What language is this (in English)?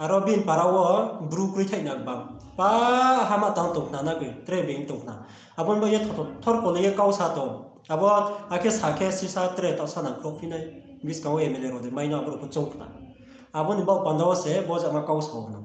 Riang (India)